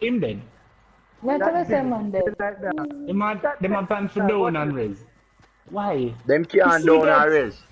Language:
Jamaican Creole English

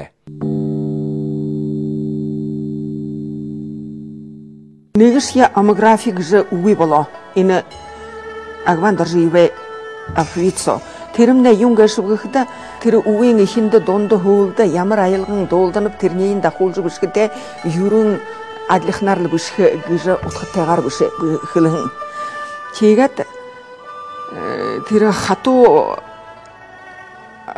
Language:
Buriat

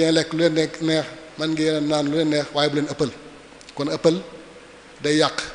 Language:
Wolof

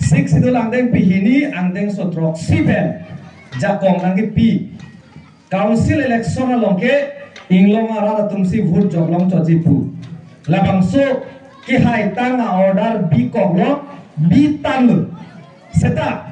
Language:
Karbi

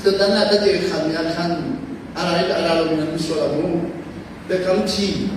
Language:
Hakha Chin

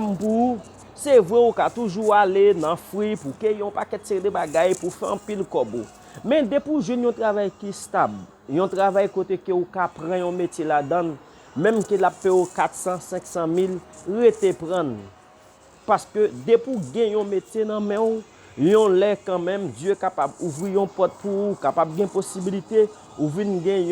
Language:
Haitian Creole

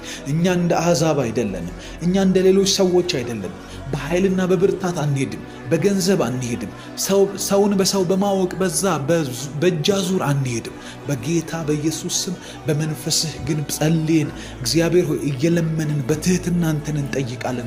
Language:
Amharic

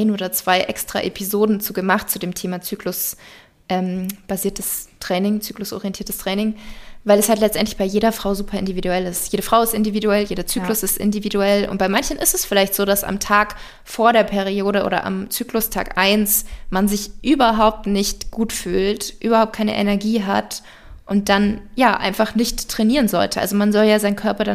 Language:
German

